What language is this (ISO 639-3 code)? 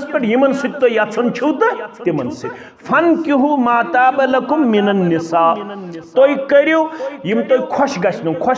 kas